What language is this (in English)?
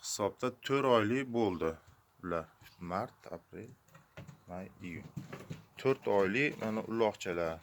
Uzbek